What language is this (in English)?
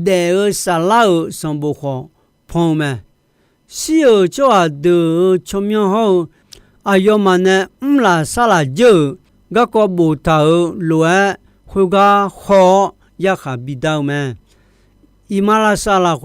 Akha